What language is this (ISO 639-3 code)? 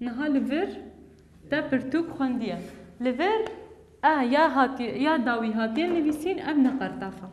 kur